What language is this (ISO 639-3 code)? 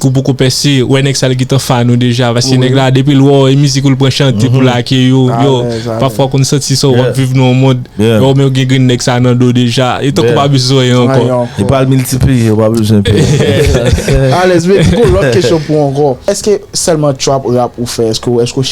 hat